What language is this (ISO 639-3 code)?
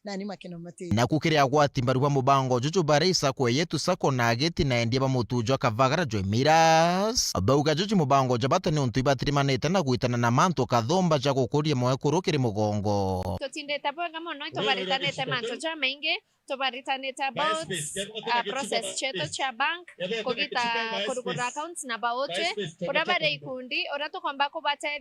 mer